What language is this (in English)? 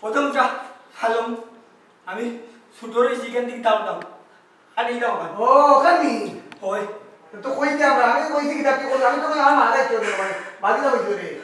Sylheti